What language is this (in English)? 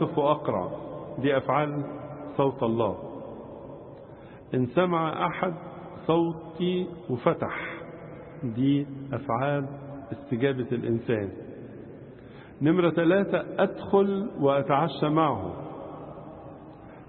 Egyptian Arabic